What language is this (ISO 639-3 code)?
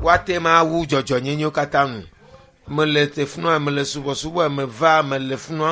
ewe